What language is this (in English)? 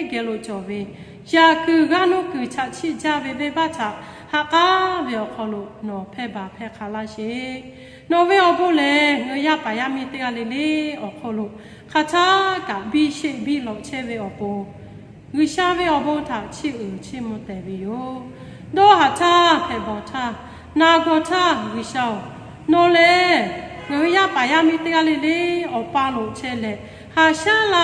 Lahu